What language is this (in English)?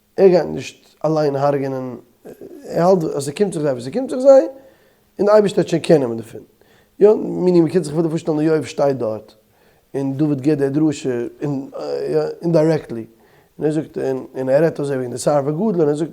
Yiddish